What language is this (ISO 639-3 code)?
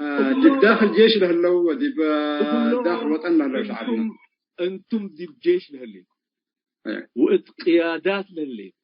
tig